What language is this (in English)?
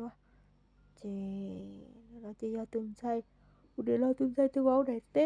Hmong